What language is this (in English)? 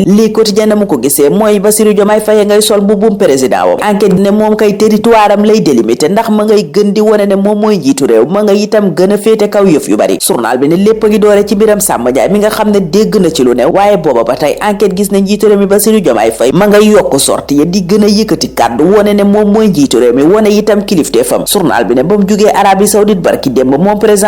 Wolof